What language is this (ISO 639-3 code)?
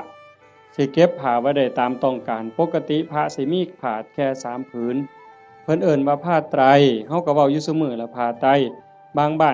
tts